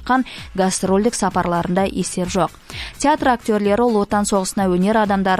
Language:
Kazakh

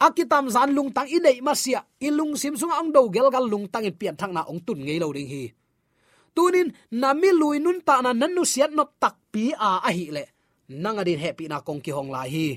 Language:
Tedim Chin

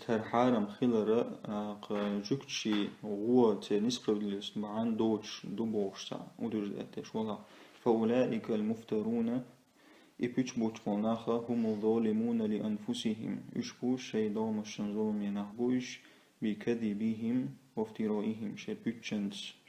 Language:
Chechen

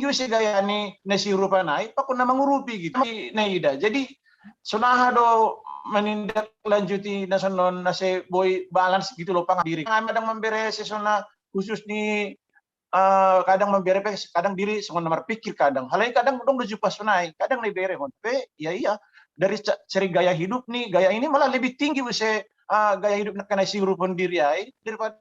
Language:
Batak Simalungun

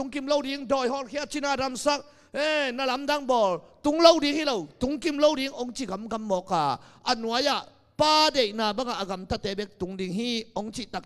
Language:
Tedim Chin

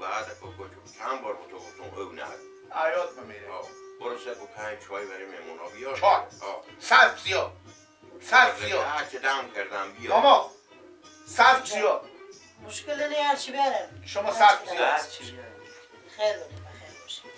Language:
Persian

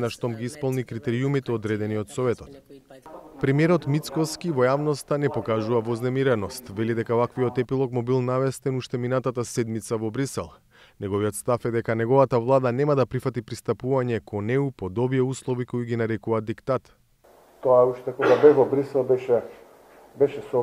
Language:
Macedonian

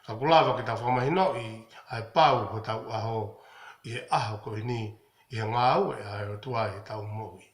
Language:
Tongan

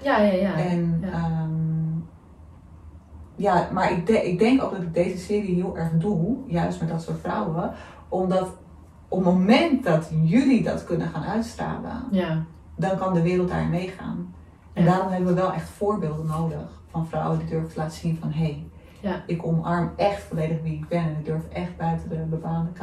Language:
Dutch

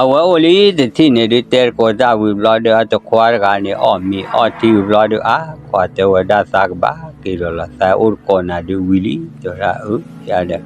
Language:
S'gaw Karen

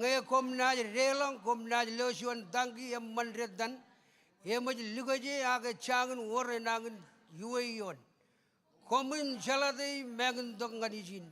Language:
Marshallese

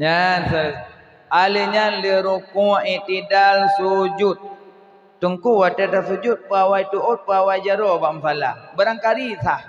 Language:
Achinese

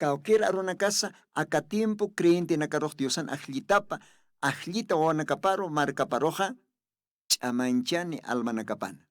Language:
Aymara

